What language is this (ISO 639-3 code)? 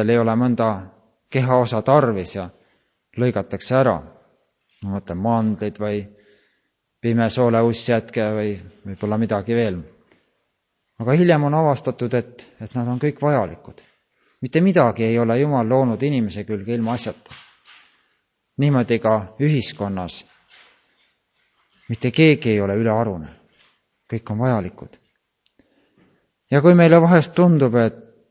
est